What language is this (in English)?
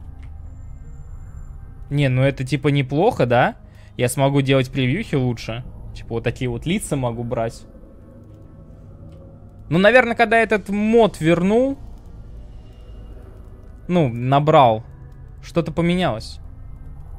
Russian